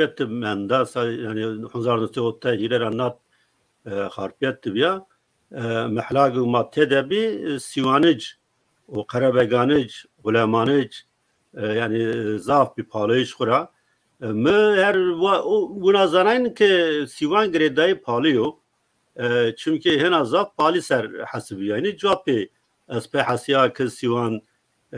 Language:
Zaza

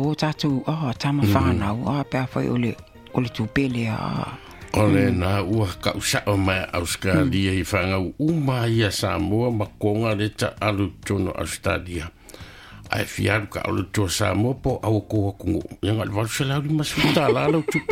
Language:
Samoan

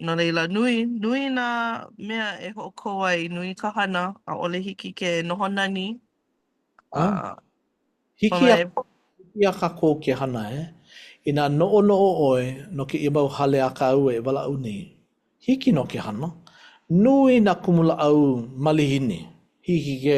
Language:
Hawaiian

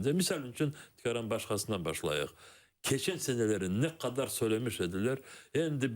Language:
Crimean Tatar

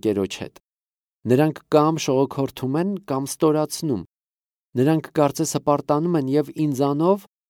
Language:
Armenian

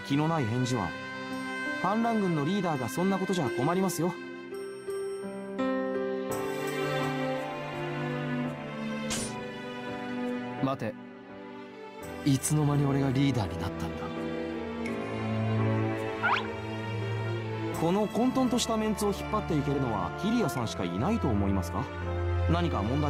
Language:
Japanese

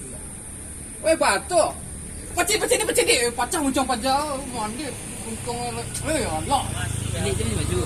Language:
Minangkabau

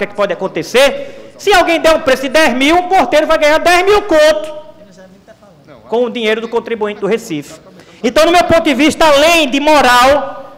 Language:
Portuguese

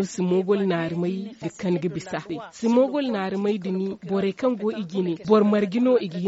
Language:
Zarma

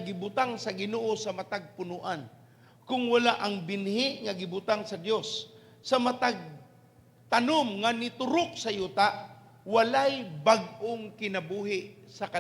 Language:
Cebuano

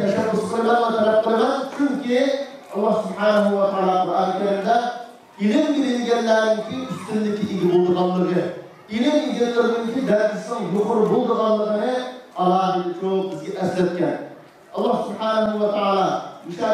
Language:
Uyghur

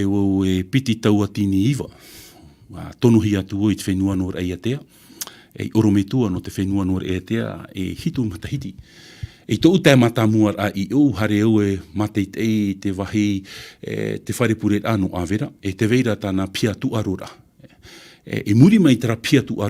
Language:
Tahitian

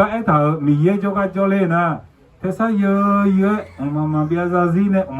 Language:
Akha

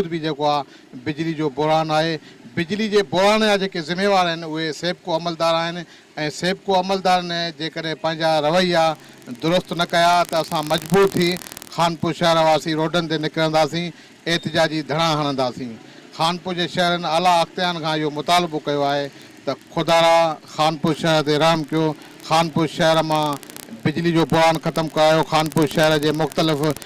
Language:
Sindhi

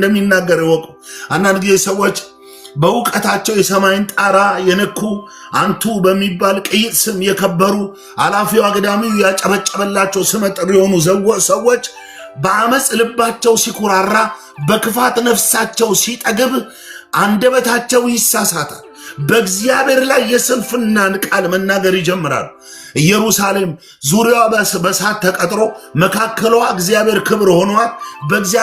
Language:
Amharic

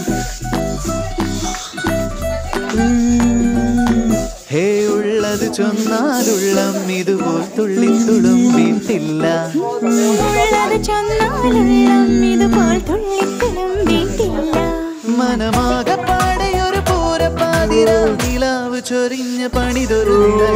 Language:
Malayalam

